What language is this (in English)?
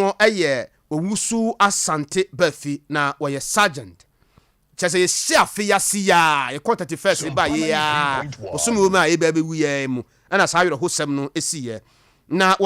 Akan